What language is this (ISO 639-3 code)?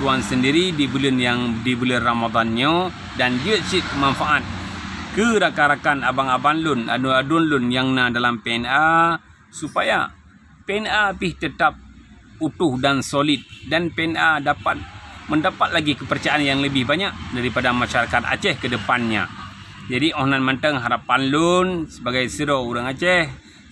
ace